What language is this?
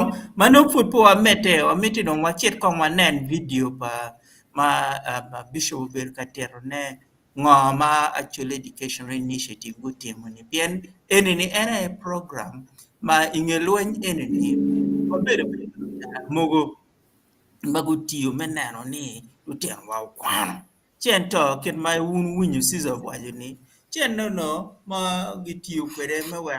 Acoli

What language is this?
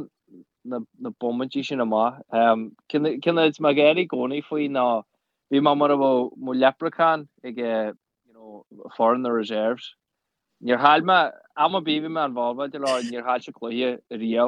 Irish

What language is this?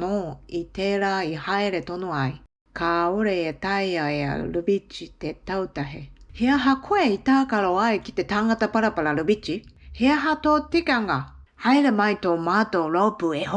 Māori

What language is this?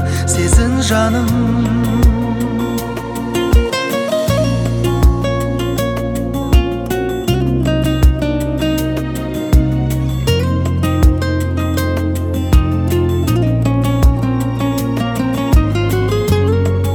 Kazakh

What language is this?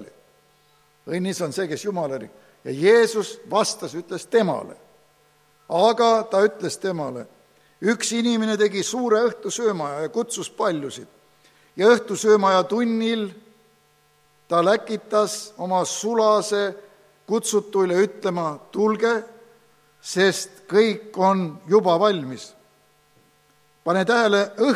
Estonian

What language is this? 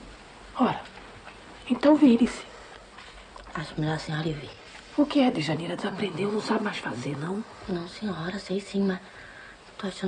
Portuguese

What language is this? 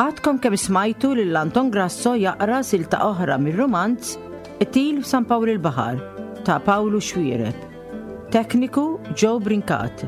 Maltese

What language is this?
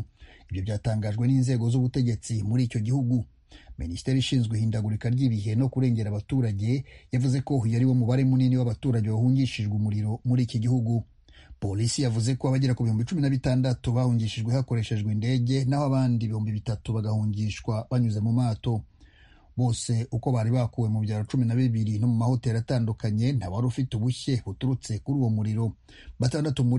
Kinyarwanda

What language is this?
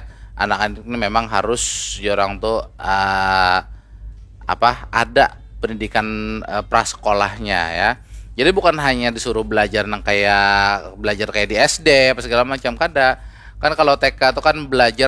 Banjar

